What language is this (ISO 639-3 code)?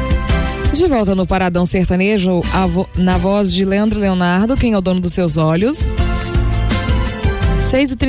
por